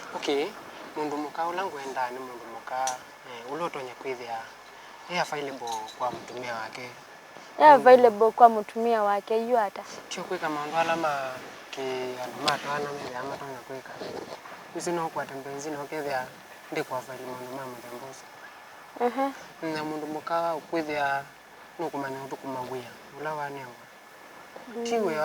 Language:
Kamba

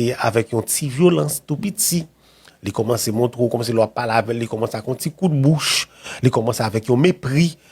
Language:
Haitian Creole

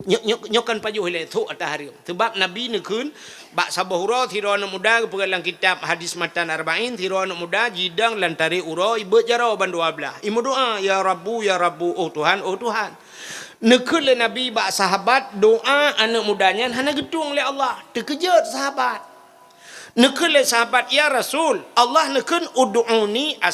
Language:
Achinese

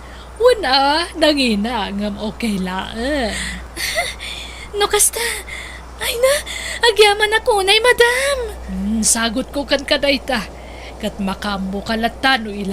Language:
Iloko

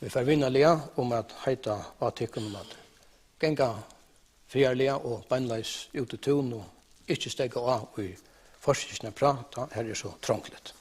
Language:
Faroese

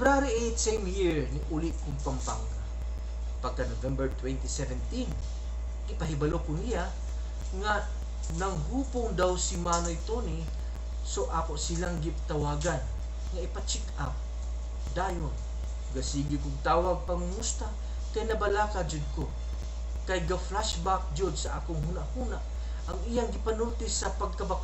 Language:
Cebuano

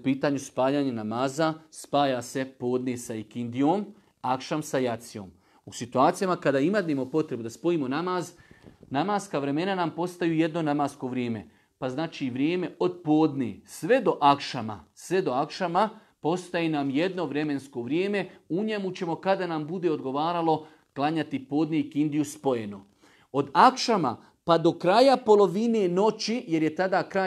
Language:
Bosnian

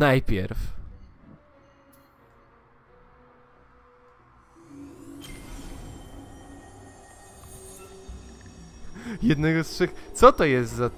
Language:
Polish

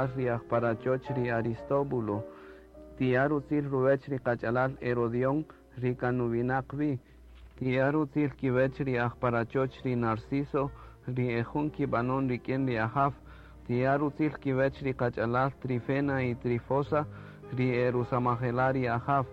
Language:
Kaqchikel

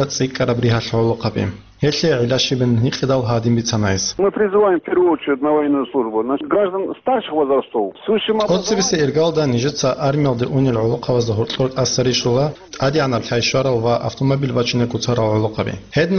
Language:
Avaric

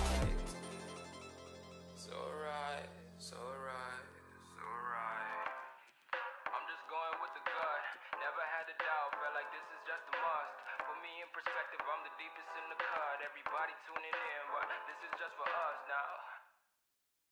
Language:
English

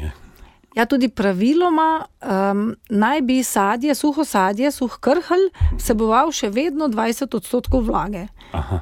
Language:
Slovenian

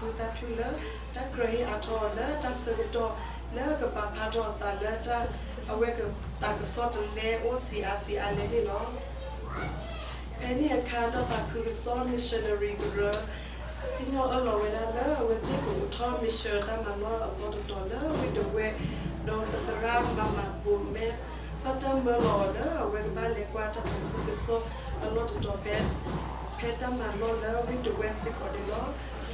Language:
S'gaw Karen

